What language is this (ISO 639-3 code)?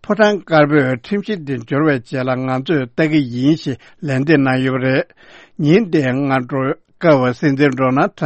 bod